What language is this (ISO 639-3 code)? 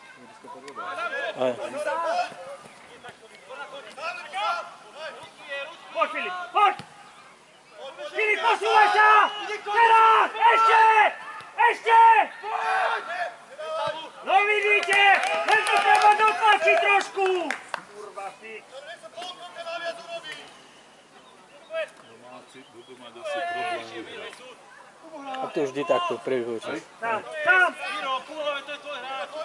slk